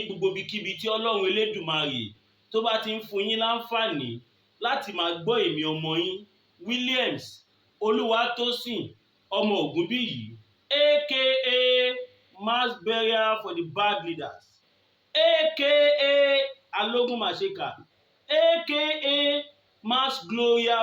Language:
Yoruba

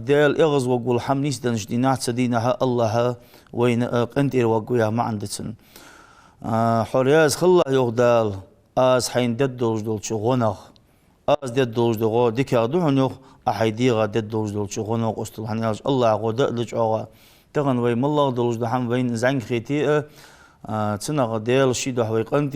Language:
Ingush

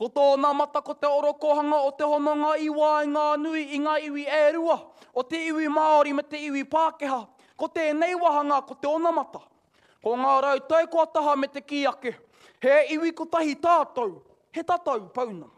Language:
Māori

